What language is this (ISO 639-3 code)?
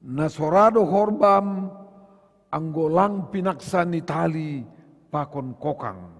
bts